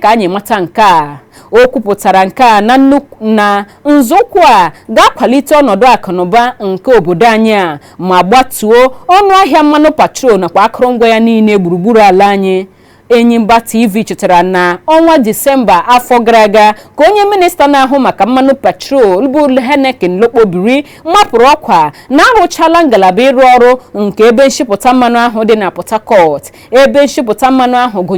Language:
Igbo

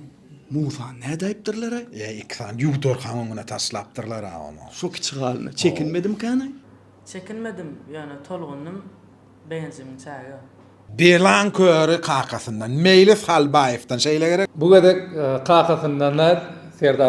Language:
Turkmen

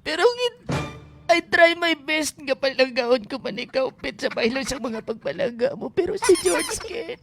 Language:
Hiligaynon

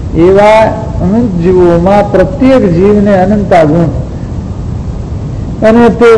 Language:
Gujarati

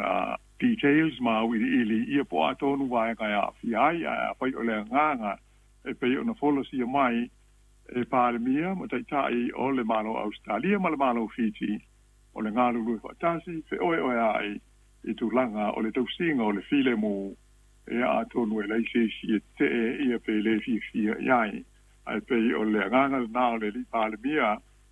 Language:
Samoan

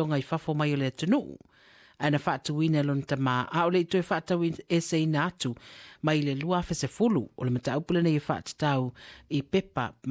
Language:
Samoan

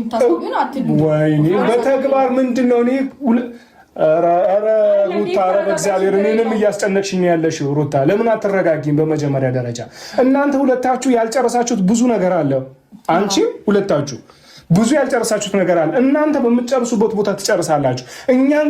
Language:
Amharic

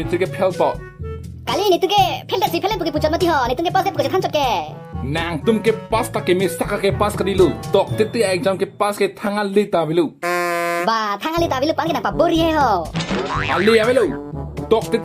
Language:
Karbi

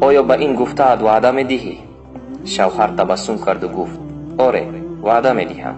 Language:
Tajik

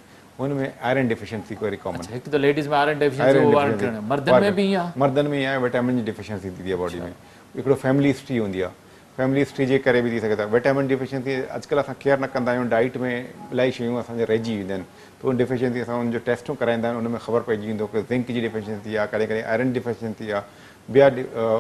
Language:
Sindhi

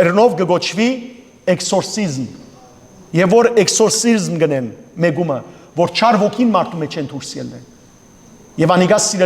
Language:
Western Armenian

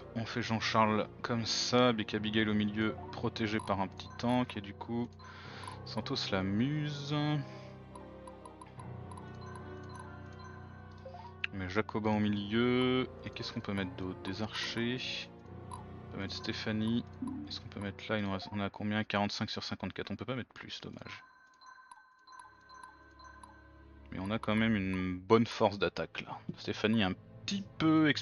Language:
French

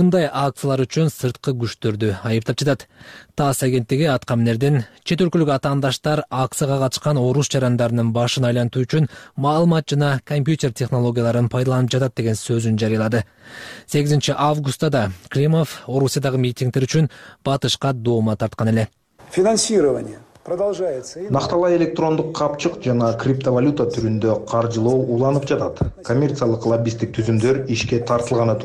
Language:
Kyrgyz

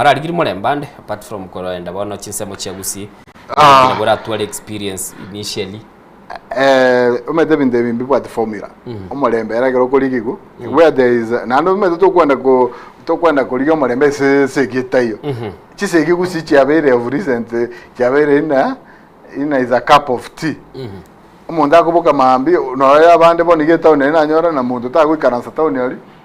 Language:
Gusii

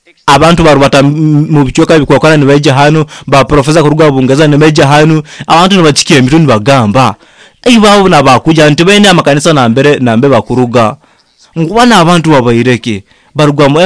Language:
Nyoro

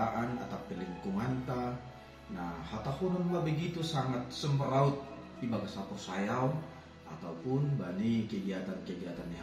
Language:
Batak Simalungun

